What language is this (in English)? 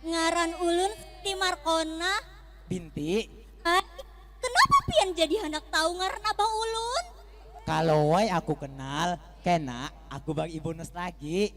Banjar